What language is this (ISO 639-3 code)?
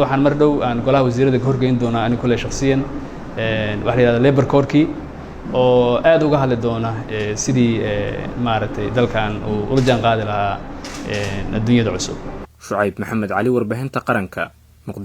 som